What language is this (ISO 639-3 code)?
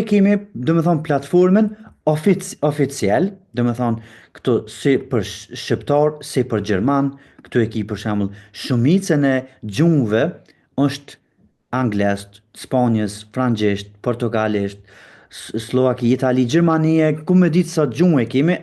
sqi